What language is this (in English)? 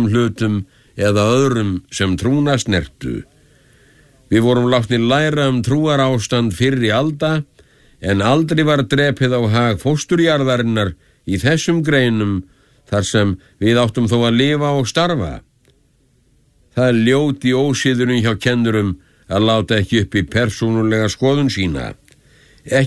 Icelandic